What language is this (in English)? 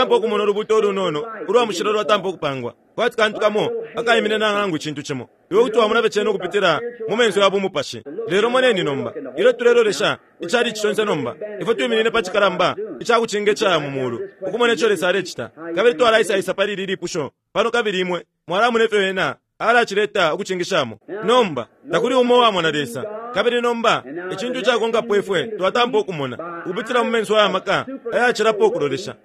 Bemba